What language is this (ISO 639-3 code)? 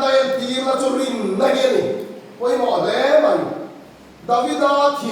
lus